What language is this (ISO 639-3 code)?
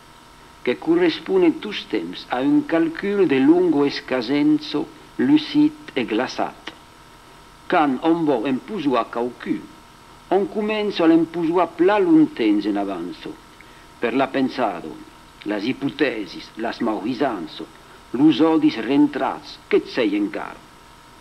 oci